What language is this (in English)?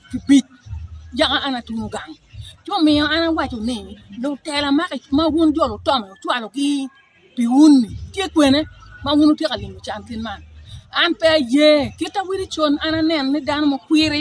Acoli